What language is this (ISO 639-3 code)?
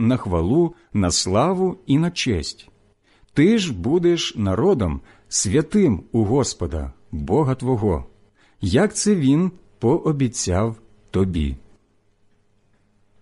ukr